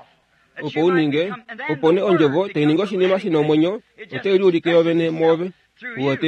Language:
Kuanyama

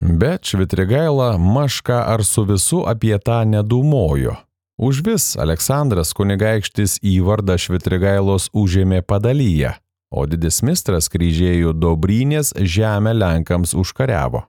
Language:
Lithuanian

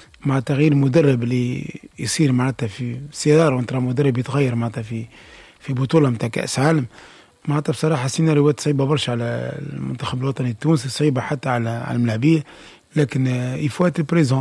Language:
Tunisian Arabic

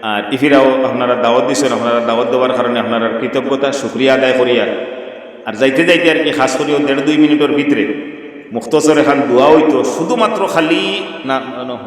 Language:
Sylheti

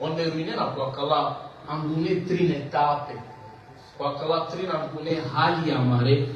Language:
Balkan Romani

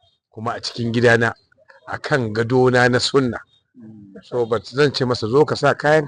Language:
Hausa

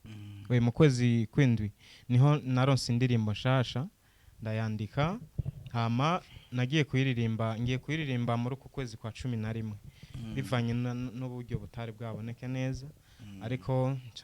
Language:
Rundi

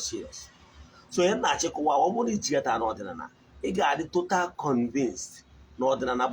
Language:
Igbo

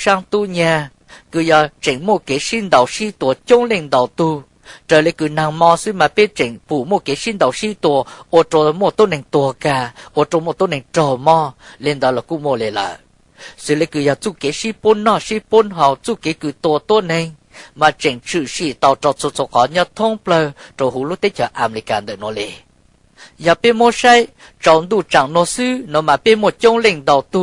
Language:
Hmong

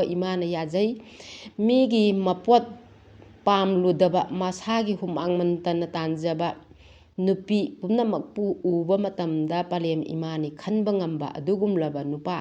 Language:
Manipuri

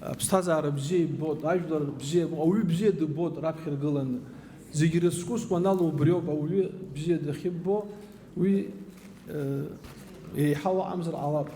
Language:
Abkhazian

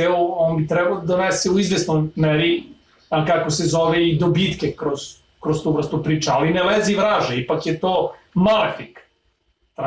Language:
Serbian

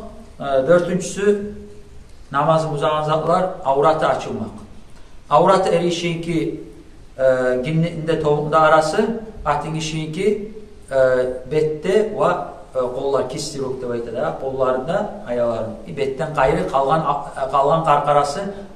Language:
Kumyk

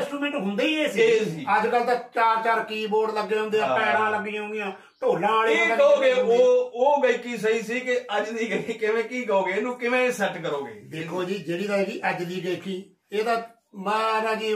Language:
Punjabi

